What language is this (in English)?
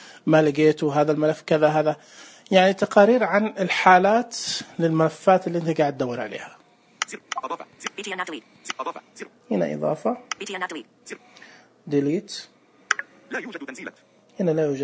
Najdi Arabic